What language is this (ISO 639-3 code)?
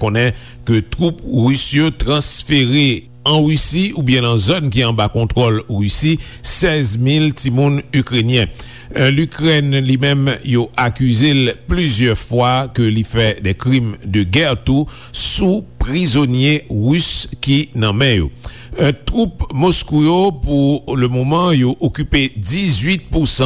hat